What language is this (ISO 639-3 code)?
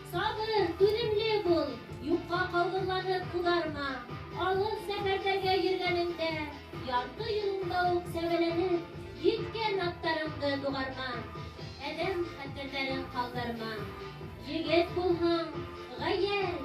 bak